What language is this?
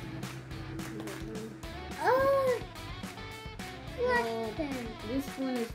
English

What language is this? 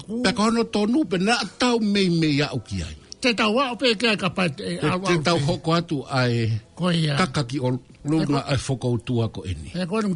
Tongan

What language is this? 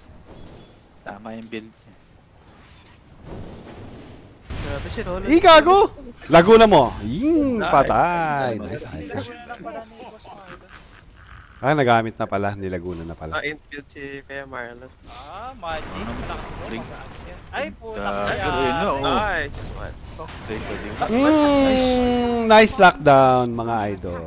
Filipino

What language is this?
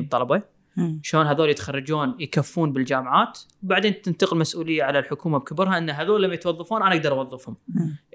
Gulf Arabic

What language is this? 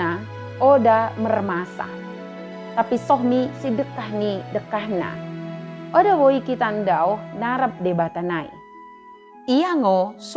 Batak Dairi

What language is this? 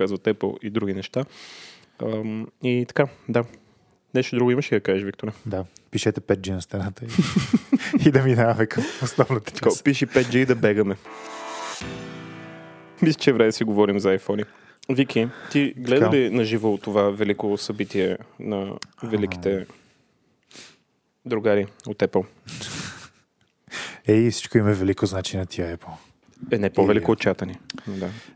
Bulgarian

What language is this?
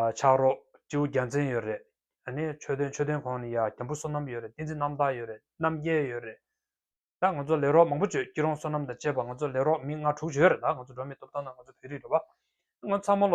Tibetan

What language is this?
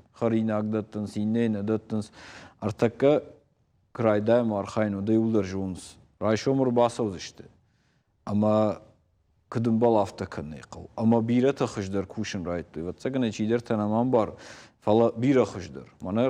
Ossetic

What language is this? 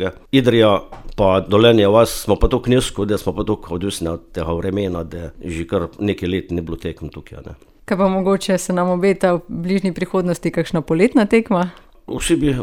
Slovenian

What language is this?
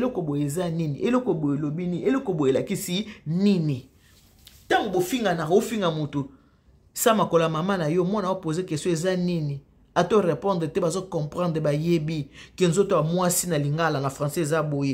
Lingala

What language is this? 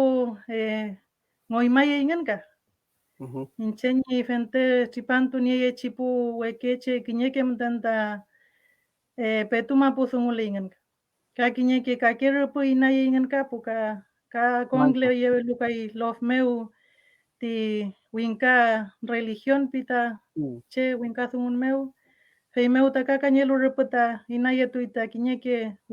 Mapuche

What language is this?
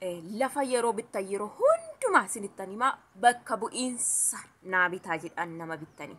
Oromo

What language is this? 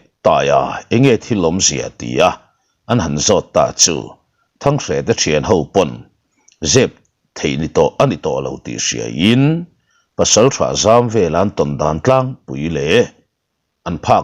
Mizo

